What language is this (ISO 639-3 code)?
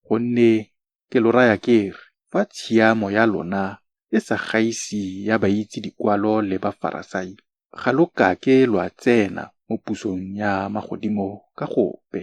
tsn